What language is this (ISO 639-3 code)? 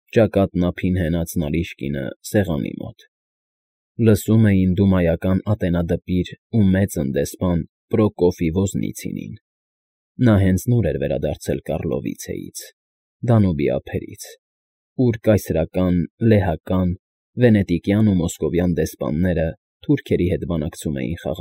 hye